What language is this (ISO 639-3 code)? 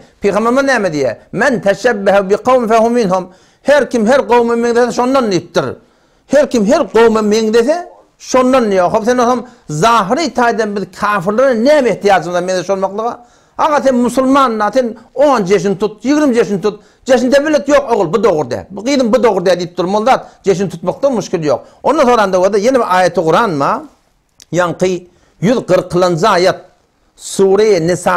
tuk